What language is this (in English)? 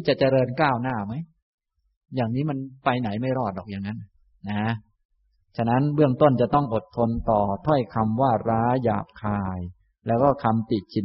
Thai